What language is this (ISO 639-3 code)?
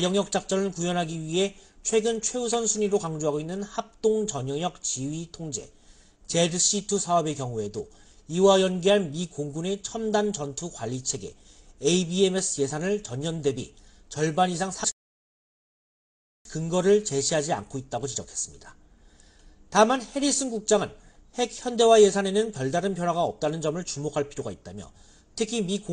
kor